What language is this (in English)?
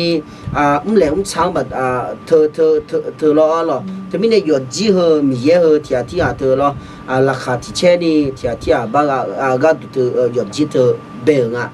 Akha